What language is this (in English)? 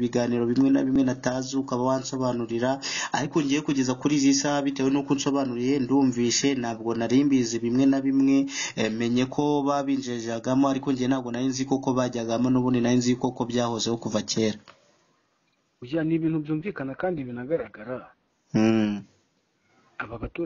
Kinyarwanda